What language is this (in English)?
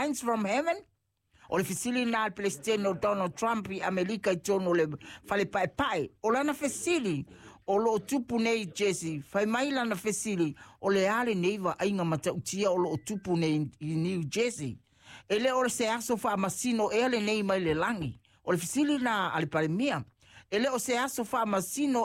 Samoan